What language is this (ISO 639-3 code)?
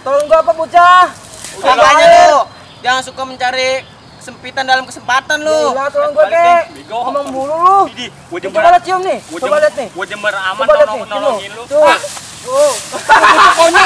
bew